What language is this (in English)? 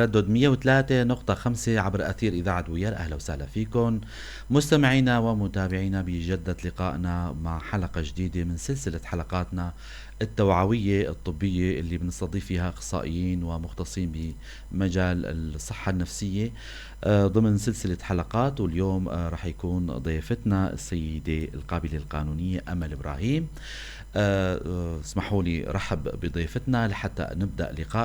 North Levantine Arabic